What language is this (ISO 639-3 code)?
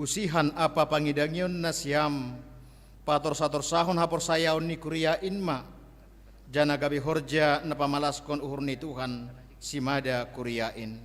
bts